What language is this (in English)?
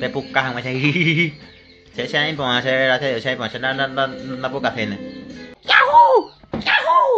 Guarani